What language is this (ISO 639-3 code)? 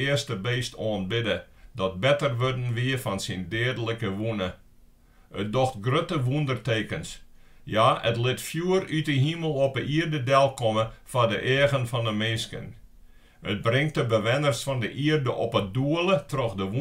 fry